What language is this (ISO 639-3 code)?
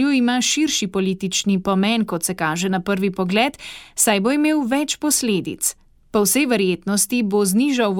slv